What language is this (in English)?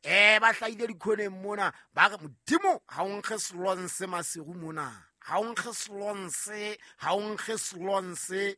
Southern Sotho